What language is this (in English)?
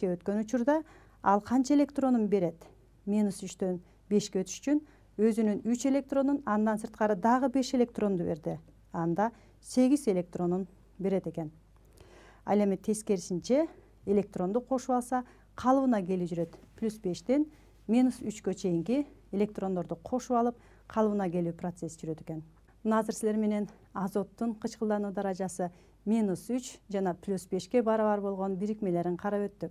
Kyrgyz